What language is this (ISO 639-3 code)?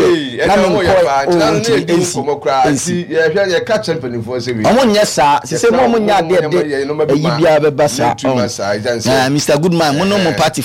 aka